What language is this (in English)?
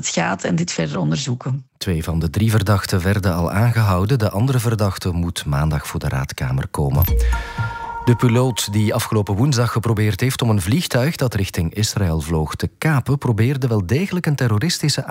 Dutch